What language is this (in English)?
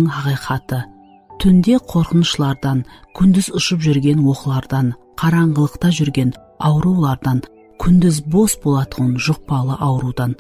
Kara-Kalpak